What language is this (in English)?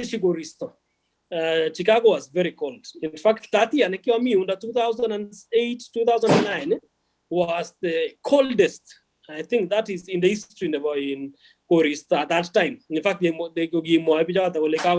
Kalenjin